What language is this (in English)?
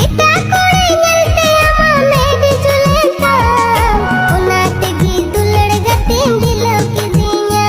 Santali